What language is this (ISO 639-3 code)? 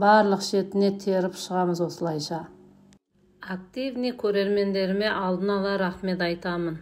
kaz